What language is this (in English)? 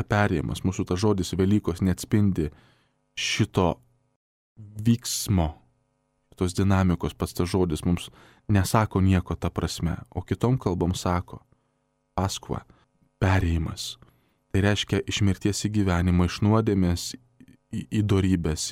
Lithuanian